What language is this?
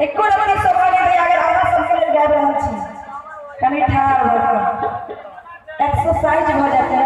Maithili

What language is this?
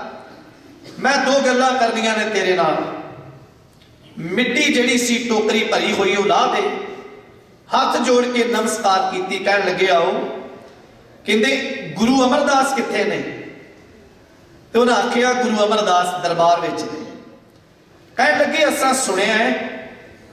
Punjabi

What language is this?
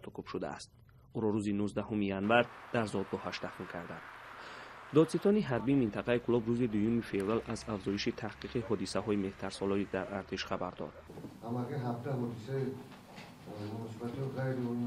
Tajik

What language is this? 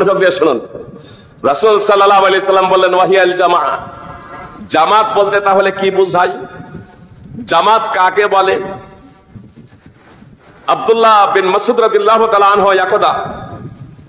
Bangla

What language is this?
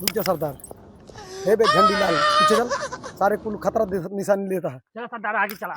Awadhi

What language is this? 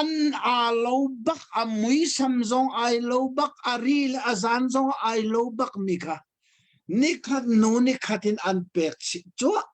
Hakha Chin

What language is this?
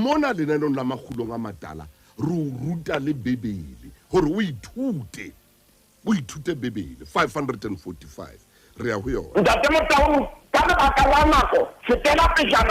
Southern Sotho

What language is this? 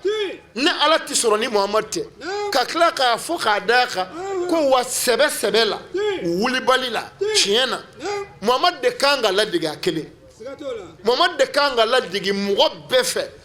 Bambara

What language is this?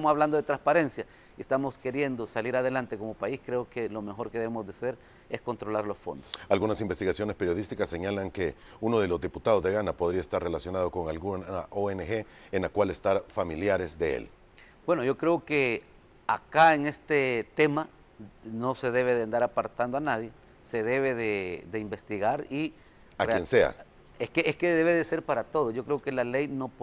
Spanish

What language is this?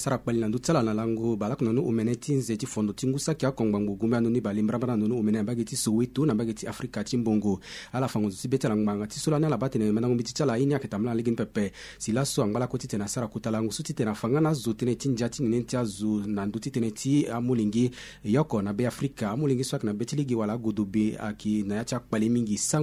Sango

